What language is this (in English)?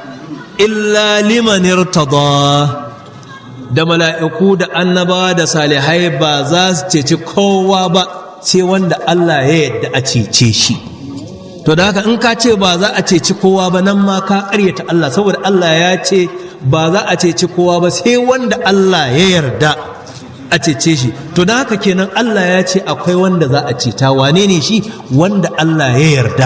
Hausa